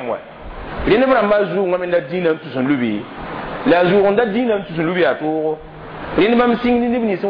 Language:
Mossi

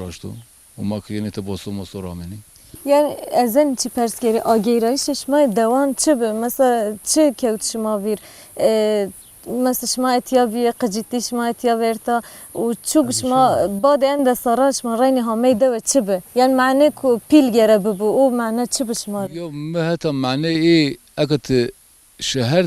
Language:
Zaza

